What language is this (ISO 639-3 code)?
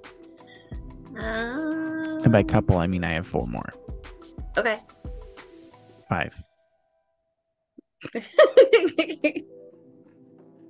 eng